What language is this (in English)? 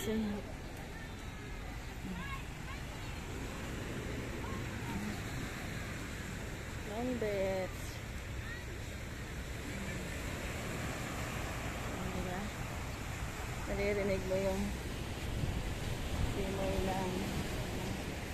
Filipino